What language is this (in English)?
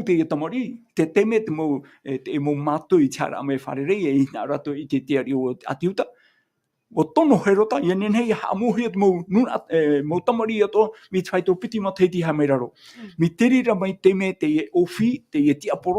Tahitian